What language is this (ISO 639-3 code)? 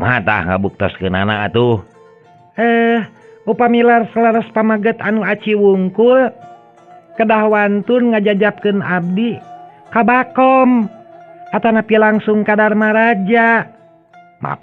sun